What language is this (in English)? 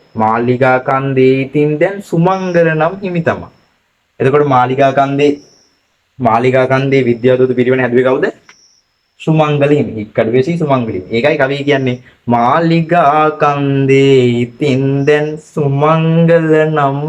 Sinhala